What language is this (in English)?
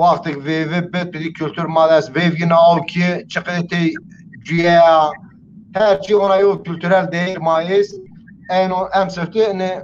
Zaza